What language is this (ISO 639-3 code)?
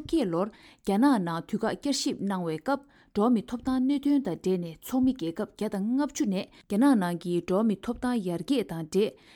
bod